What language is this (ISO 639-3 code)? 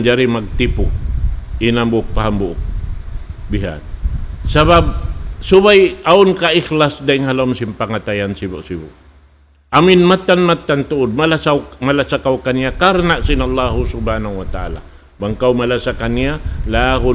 tsg